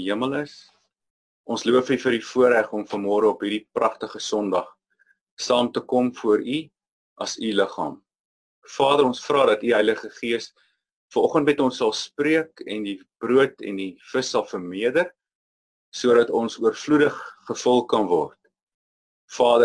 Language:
Afrikaans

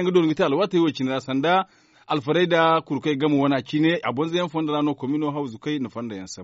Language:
Zarma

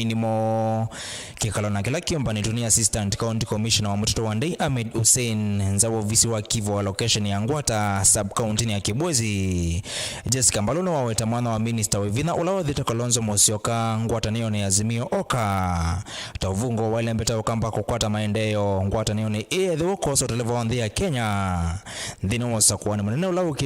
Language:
Kamba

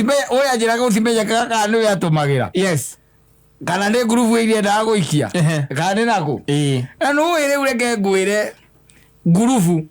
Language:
Kikuyu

